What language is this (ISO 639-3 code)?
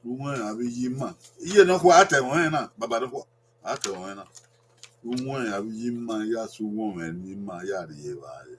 bin